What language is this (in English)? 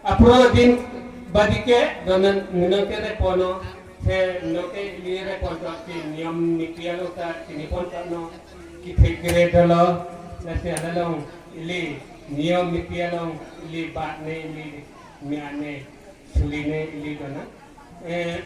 Karbi